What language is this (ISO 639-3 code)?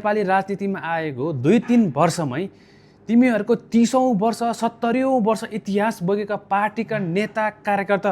nep